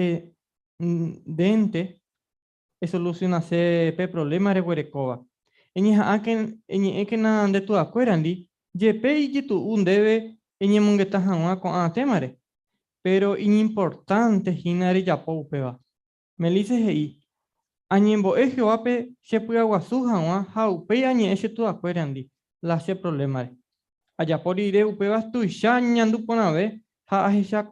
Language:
Guarani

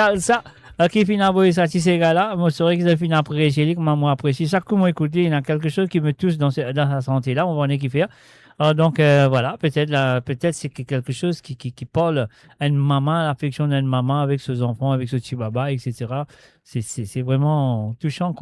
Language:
Morisyen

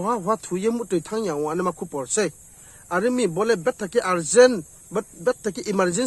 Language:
Riang (India)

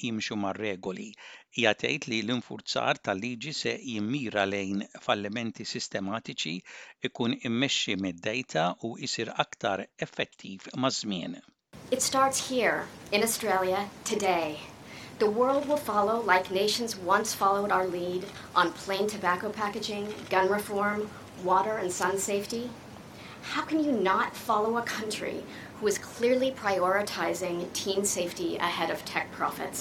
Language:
Maltese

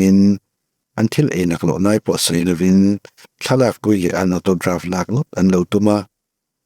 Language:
Mizo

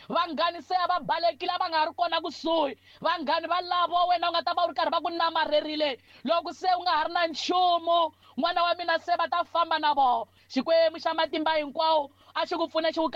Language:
Tsonga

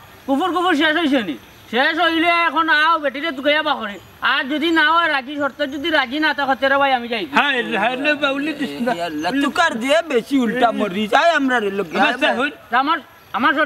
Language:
Sylheti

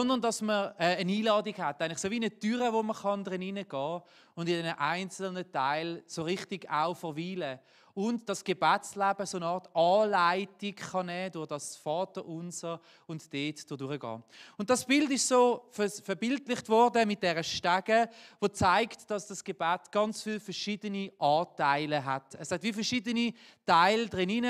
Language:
Swiss German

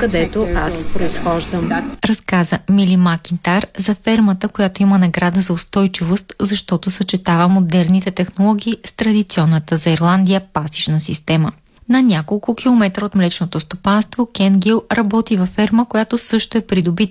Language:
Bulgarian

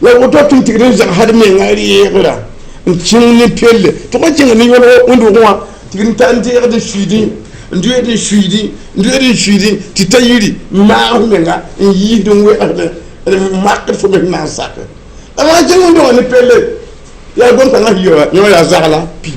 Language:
Mossi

